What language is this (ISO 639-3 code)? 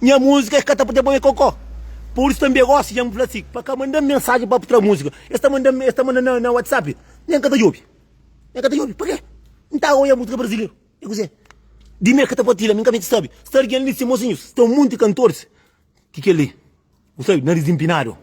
kea